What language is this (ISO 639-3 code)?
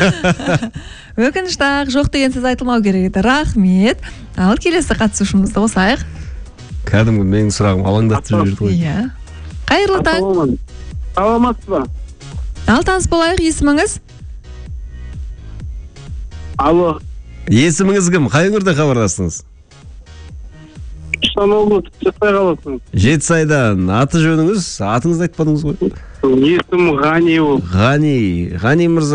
kaz